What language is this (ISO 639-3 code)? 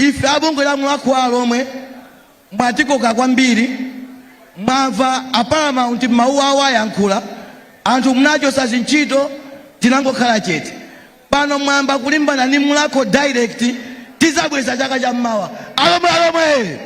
nya